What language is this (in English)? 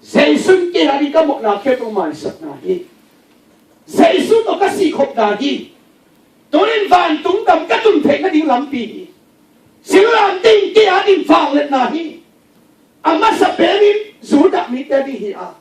Tedim Chin